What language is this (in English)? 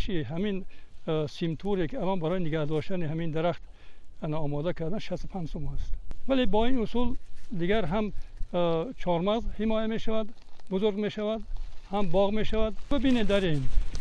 Tajik